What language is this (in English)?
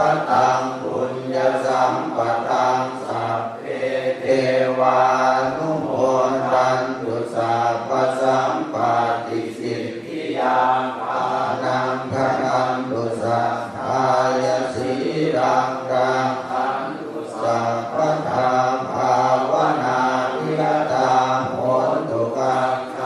Pali